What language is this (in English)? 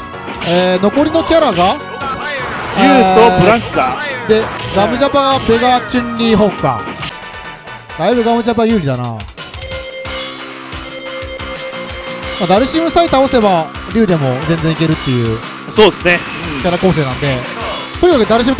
Japanese